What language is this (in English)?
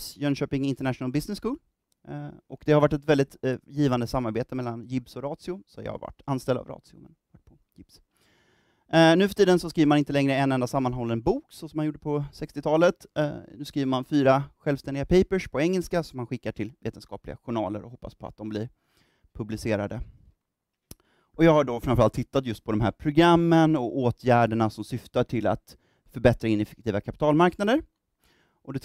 Swedish